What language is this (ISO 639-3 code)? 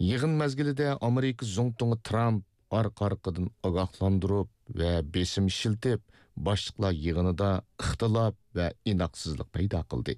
uig